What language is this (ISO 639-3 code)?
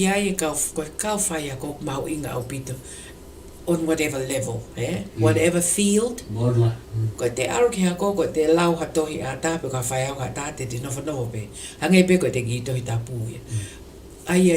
ton